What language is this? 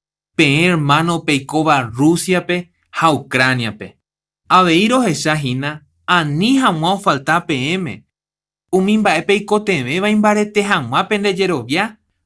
Guarani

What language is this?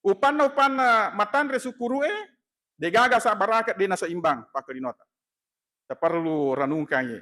Buginese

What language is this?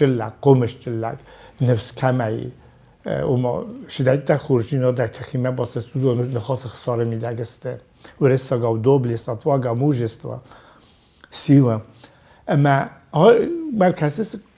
Ossetic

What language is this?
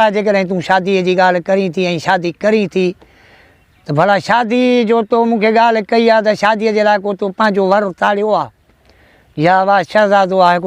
Sindhi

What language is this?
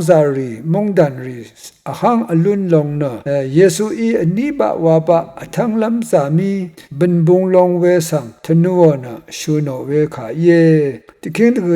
Rawang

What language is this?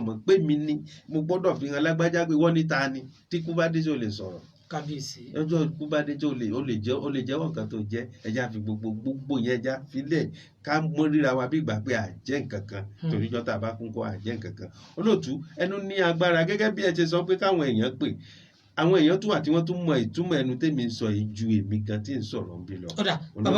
Yoruba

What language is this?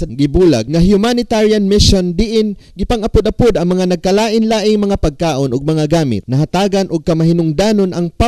Cebuano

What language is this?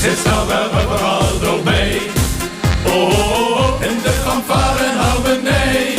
Limburgish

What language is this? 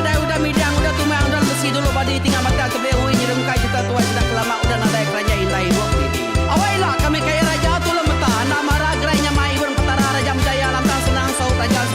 Iban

